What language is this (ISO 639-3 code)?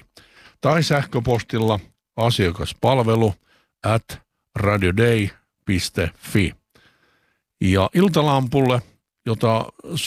fin